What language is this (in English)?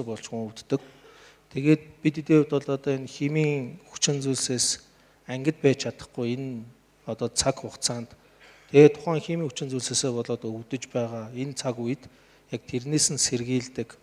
Mongolian